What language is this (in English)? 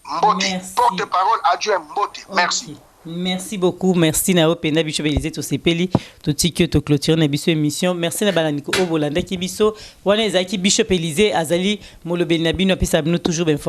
Lingala